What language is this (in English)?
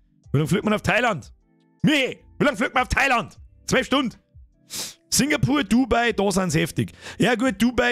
Bavarian